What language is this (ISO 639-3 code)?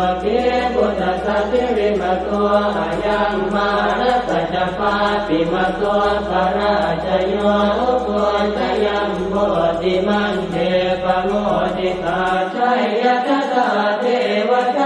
pli